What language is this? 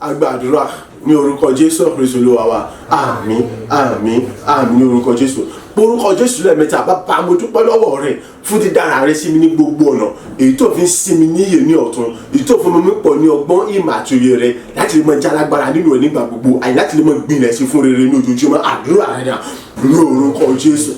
Yoruba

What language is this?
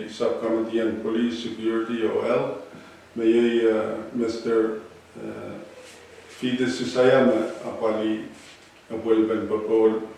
Pohnpeian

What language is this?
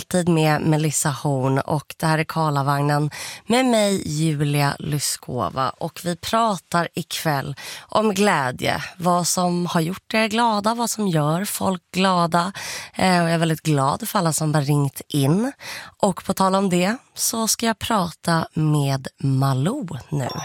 Swedish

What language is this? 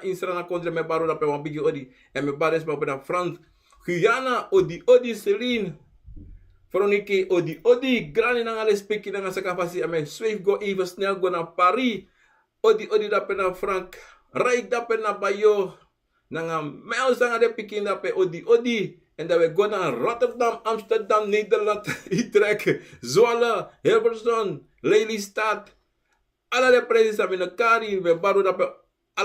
Sranan Tongo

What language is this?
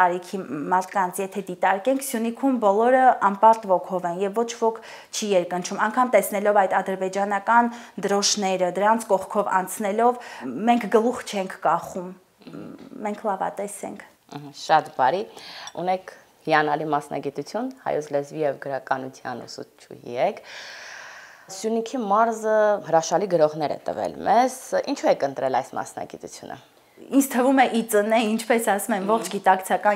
Armenian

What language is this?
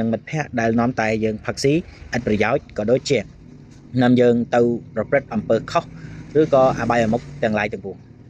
Khmer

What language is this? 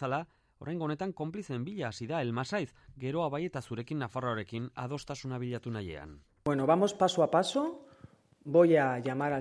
Basque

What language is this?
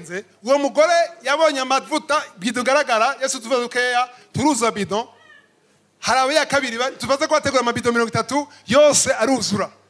Rundi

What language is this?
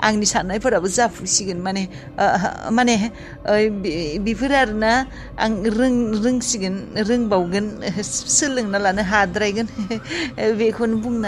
Bodo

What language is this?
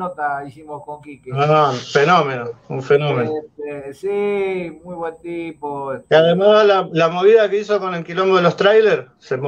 Spanish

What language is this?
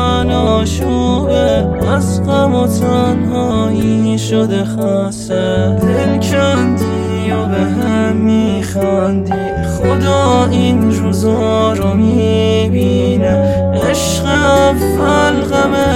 Persian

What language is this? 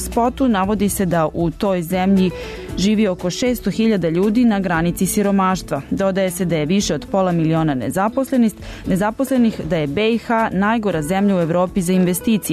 Bosnian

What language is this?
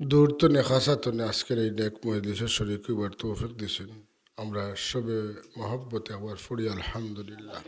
Sylheti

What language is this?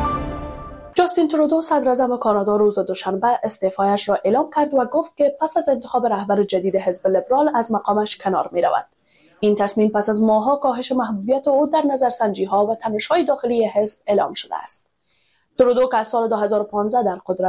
Persian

